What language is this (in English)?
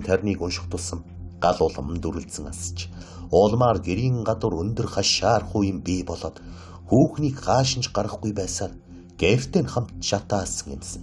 Mongolian